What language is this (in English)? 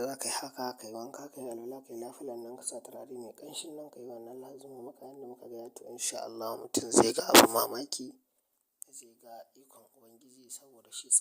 Hausa